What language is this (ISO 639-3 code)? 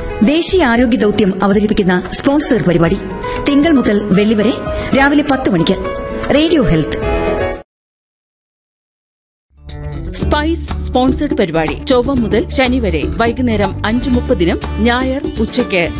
mal